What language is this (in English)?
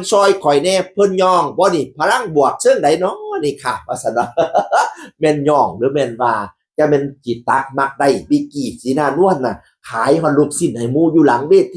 Northeastern Thai